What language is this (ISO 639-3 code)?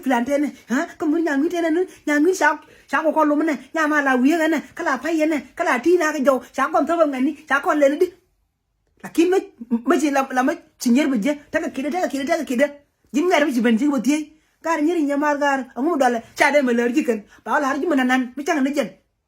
nus